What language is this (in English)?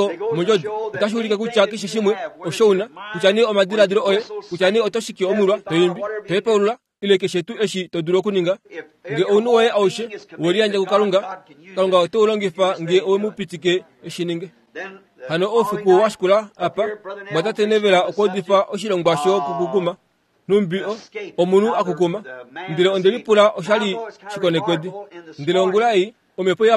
Kuanyama